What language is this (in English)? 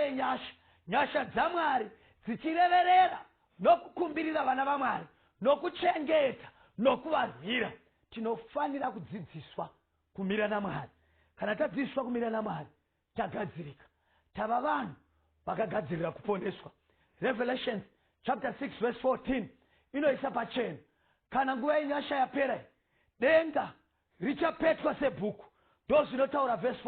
Shona